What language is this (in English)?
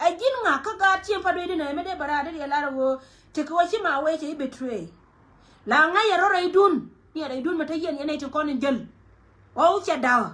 Nuer